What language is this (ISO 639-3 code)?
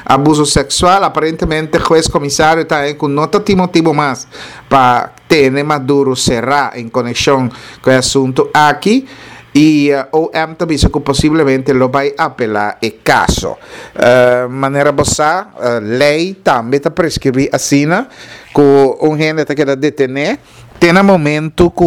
pap